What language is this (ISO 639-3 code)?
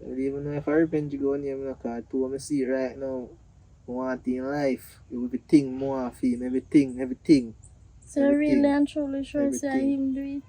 jam